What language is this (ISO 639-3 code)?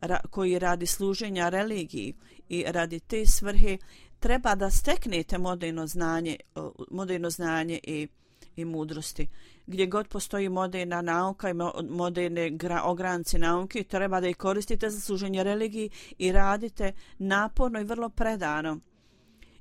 bos